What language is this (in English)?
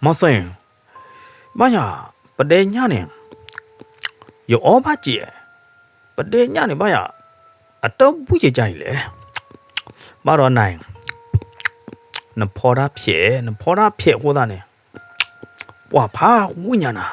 S'gaw Karen